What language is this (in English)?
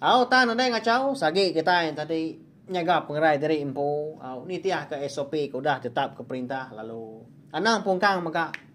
Iban